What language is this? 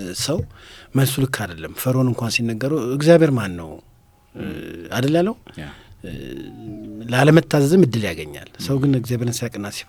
Amharic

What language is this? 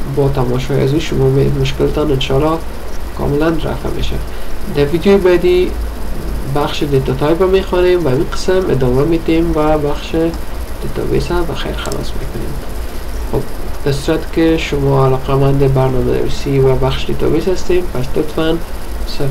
Persian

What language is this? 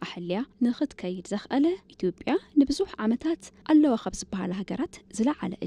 Tigrinya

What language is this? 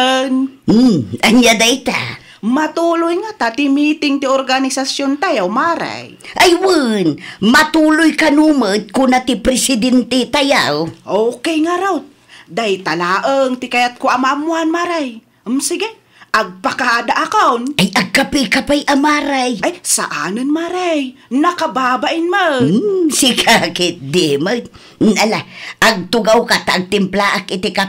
Iloko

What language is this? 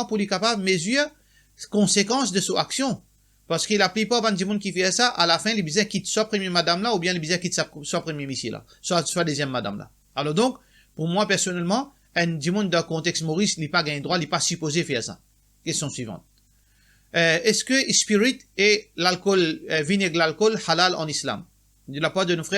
Morisyen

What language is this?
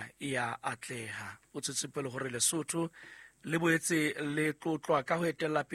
Southern Sotho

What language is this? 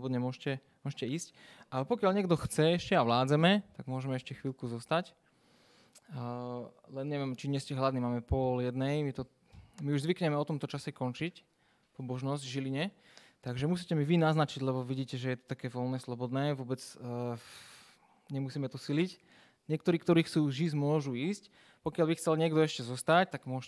Slovak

